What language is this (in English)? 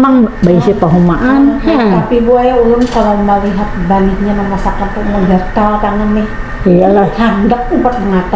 Banjar